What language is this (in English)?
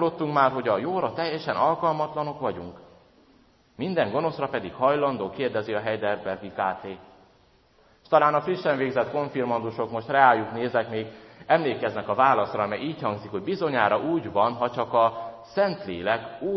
Hungarian